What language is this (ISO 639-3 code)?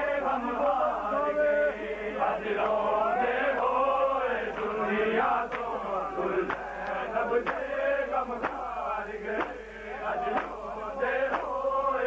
urd